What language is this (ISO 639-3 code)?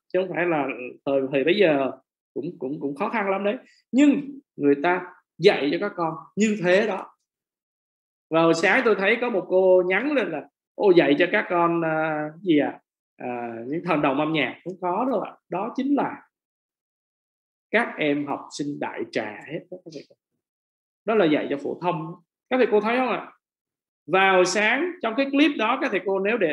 vie